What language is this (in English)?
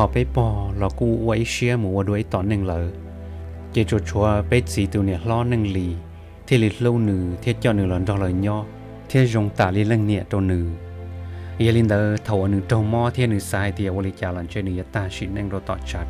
Hmong